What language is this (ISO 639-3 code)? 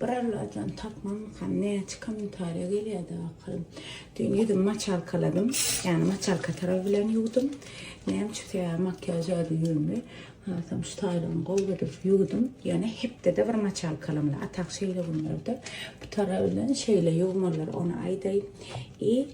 tuk